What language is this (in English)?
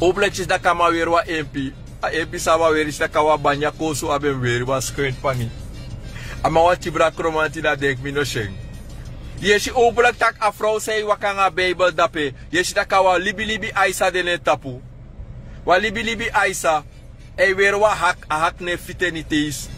Sranan Tongo